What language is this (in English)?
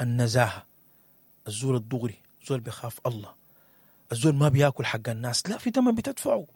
Sudanese Arabic